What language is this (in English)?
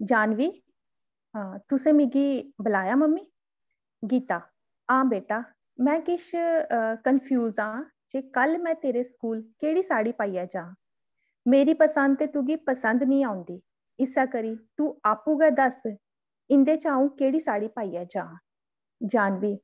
Dogri